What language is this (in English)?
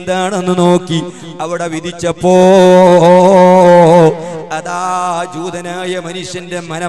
Malayalam